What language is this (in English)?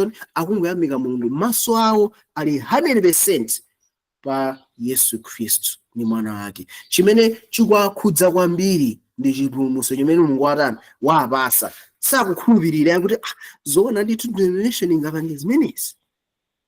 Nyanja